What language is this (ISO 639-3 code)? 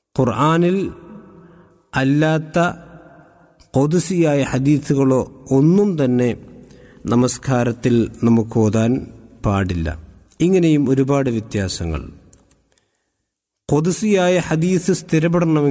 mal